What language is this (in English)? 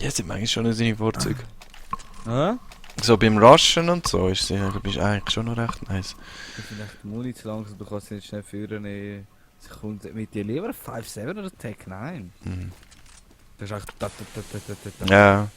Swiss German